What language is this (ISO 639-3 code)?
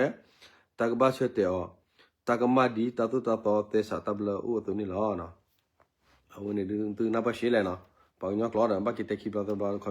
ksw